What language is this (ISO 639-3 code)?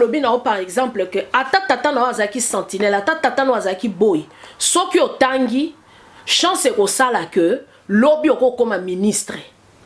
lin